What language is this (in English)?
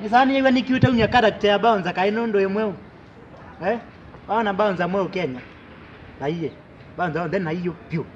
Kamba